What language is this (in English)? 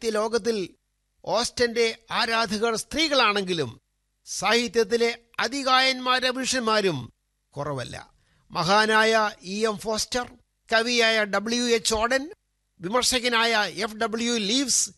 Malayalam